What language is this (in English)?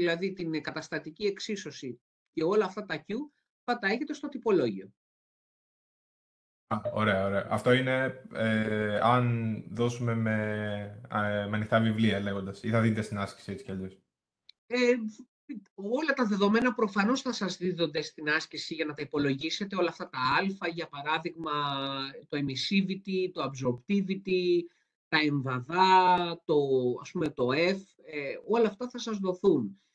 Greek